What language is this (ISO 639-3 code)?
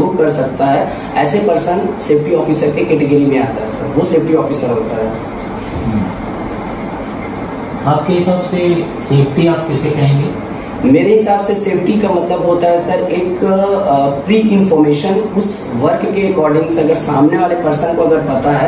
hin